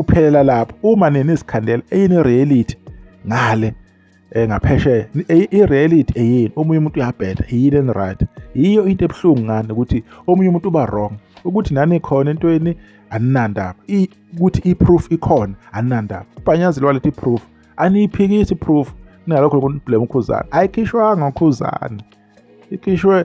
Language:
Zulu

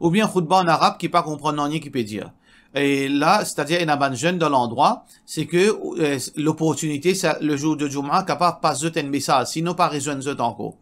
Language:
Morisyen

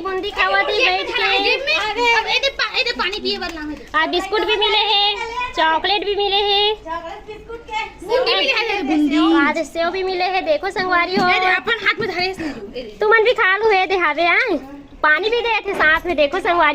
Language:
Chhattisgarhi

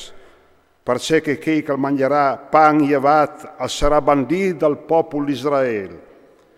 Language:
Friulian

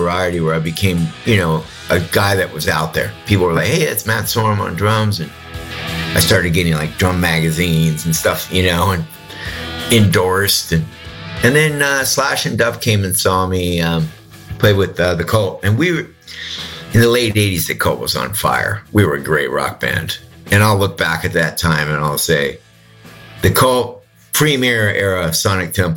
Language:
English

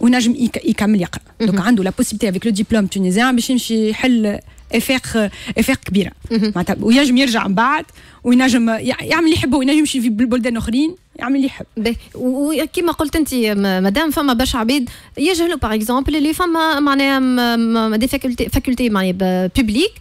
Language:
Tunisian Arabic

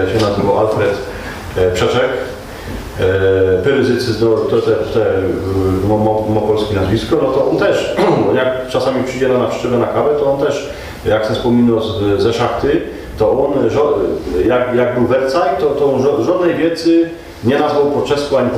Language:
Silesian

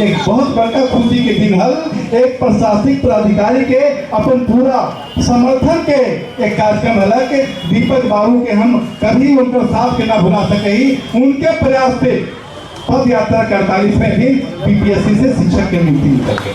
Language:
Magahi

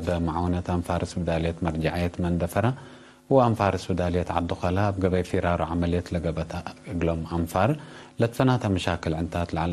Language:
Tigre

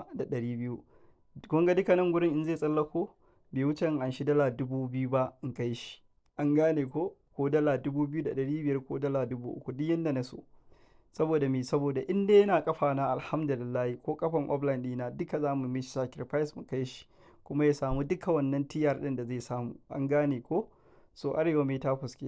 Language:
Hausa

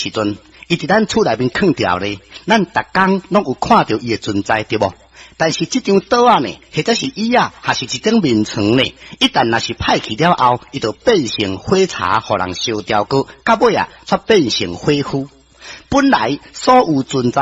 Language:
Min Nan Chinese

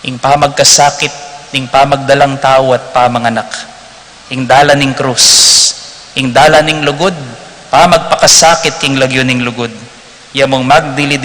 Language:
Pampanga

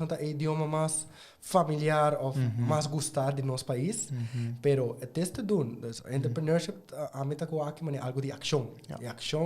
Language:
Papiamento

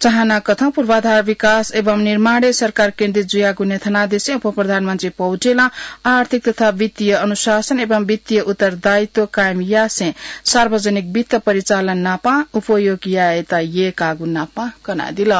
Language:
Newari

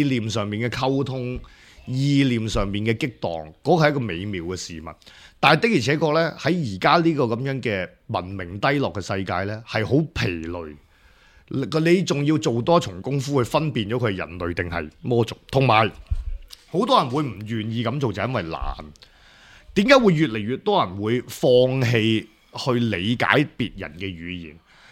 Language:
Cantonese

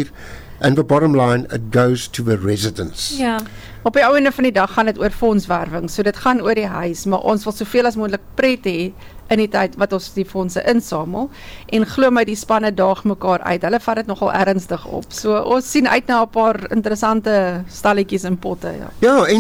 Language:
Afrikaans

